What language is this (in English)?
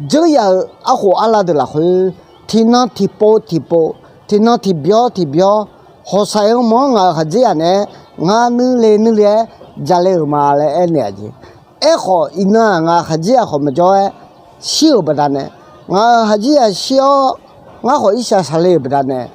Akha